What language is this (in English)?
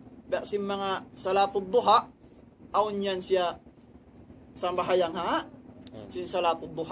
Tausug